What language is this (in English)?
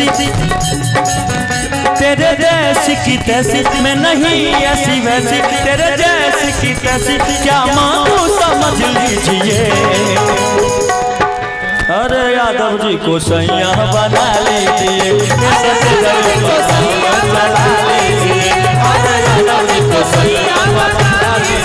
Bhojpuri